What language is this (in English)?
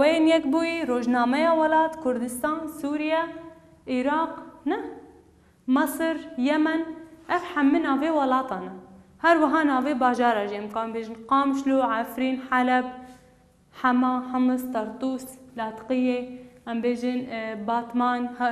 Kurdish